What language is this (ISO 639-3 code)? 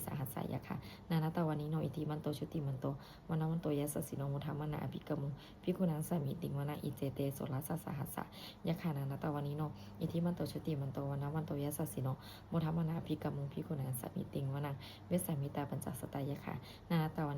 pli